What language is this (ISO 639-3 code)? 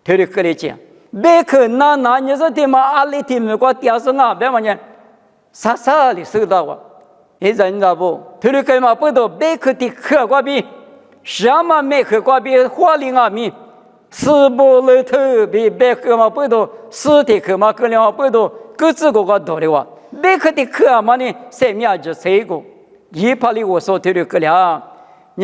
lis